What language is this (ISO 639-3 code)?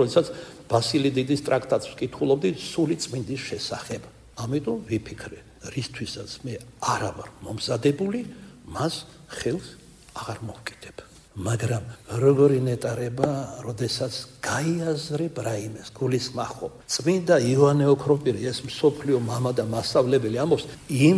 kat